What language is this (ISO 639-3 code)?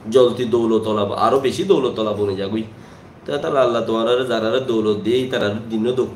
rhg